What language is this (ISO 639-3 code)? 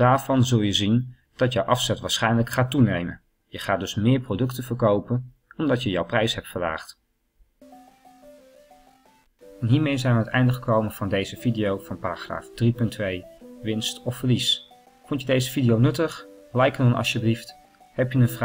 nld